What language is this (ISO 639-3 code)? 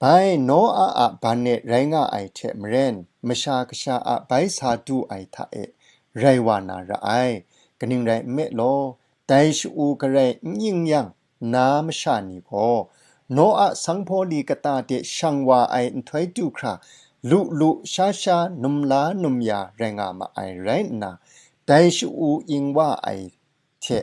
kac